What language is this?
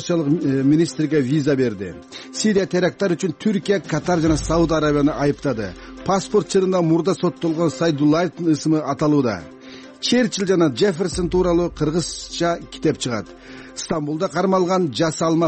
Kyrgyz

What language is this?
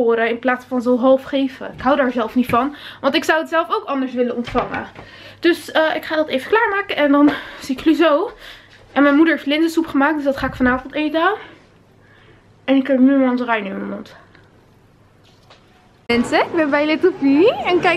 Dutch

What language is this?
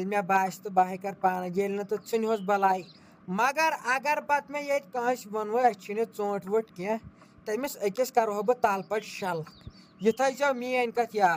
Kashmiri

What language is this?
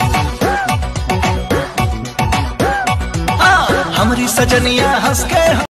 Bhojpuri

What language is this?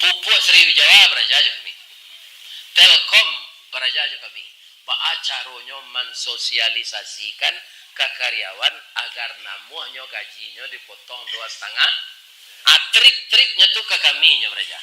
Minangkabau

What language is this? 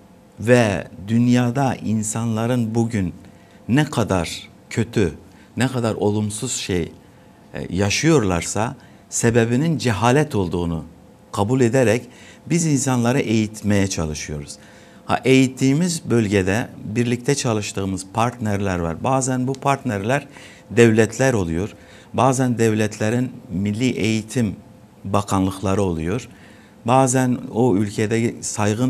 Gagauz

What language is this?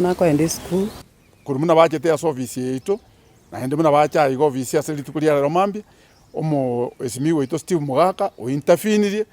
Gusii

